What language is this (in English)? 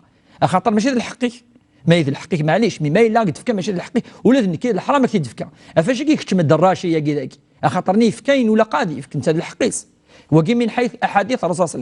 Kabyle